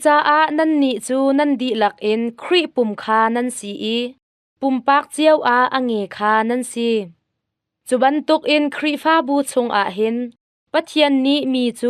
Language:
Hakha Chin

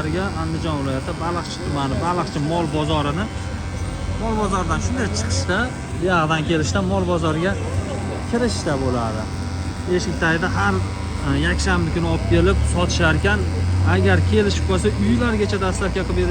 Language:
Uzbek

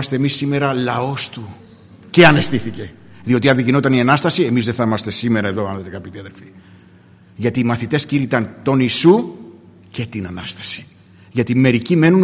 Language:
Greek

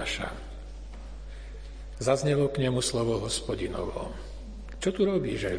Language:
Slovak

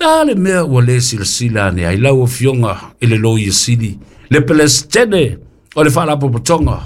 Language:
Samoan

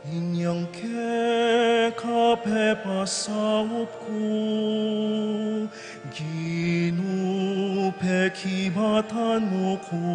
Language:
Pampanga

